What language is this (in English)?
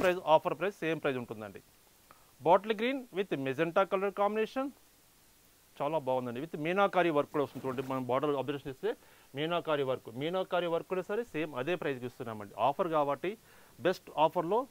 Telugu